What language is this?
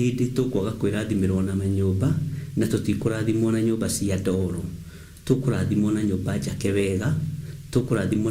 Kikuyu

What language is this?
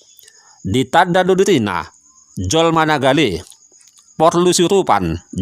Batak Toba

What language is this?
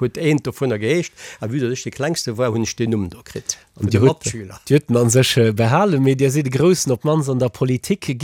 Luxembourgish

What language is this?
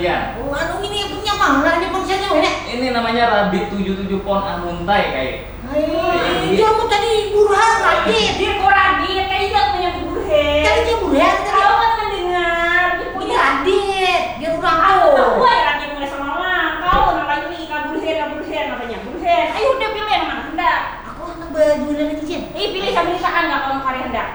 Banjar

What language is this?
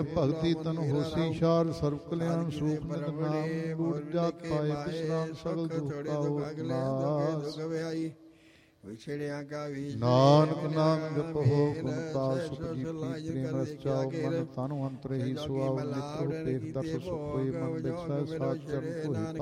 Punjabi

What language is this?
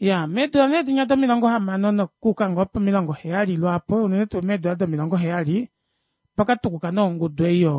Kuanyama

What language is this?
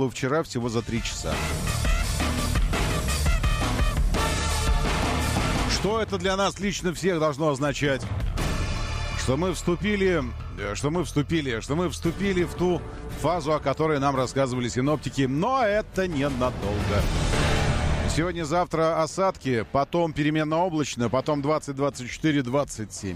Russian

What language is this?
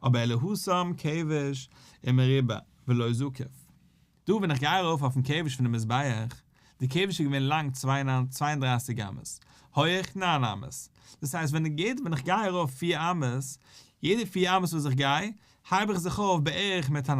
Yiddish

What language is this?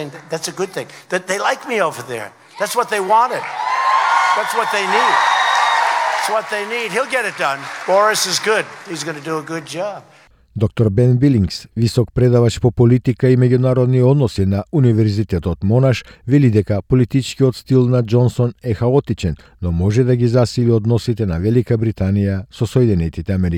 Macedonian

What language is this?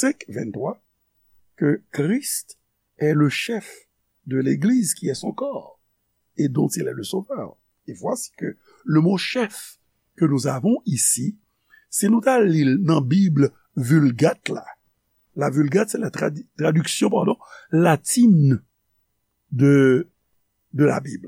Haitian Creole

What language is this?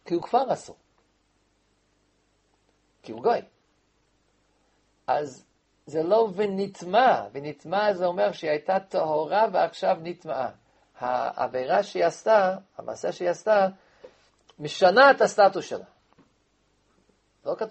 Hebrew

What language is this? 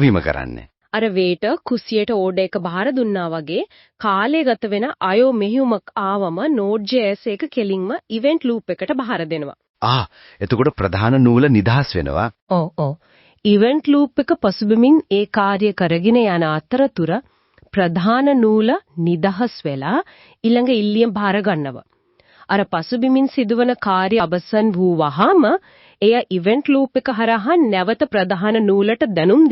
Sinhala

